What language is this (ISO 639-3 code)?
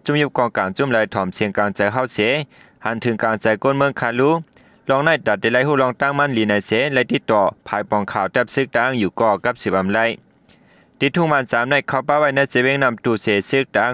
shn